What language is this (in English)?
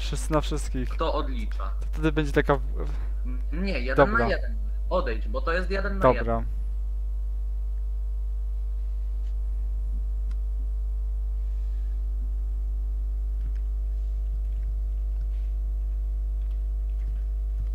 Polish